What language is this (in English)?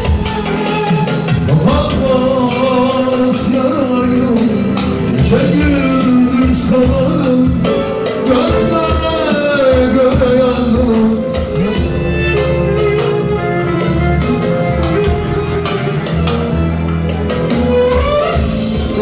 Turkish